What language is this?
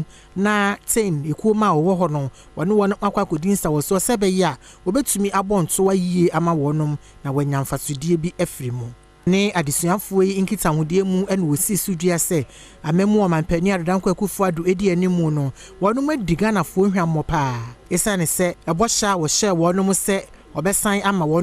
Akan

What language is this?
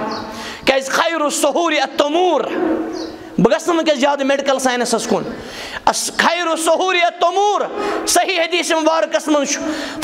Kashmiri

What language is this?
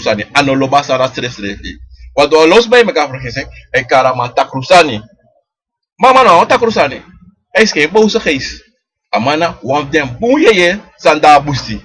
Sranan Tongo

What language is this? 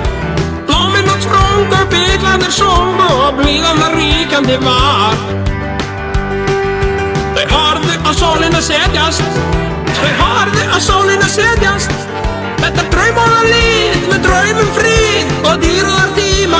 Icelandic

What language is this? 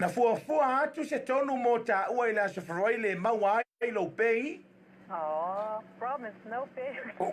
Samoan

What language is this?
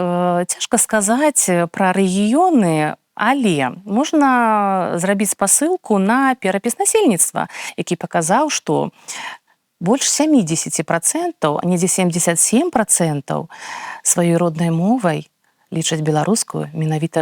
Belarusian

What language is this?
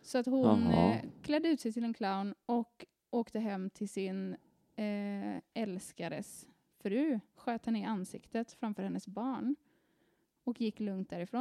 Swedish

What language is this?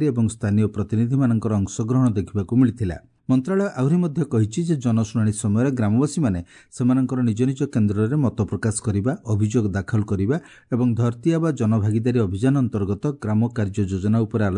Odia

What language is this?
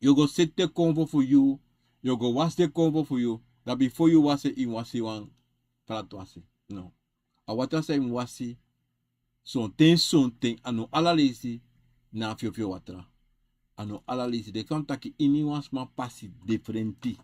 Sranan Tongo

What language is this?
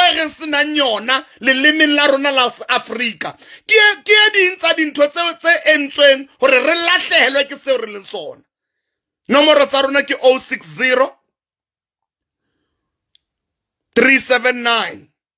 Southern Sotho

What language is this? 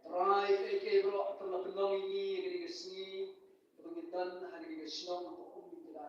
Khasi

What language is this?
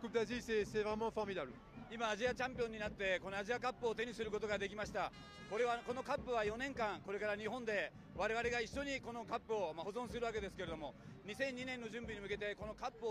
Japanese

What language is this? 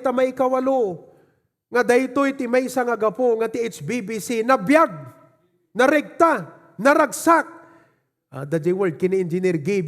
Iloko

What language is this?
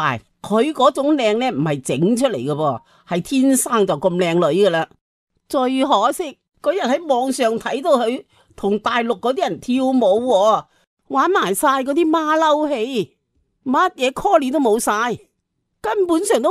Cantonese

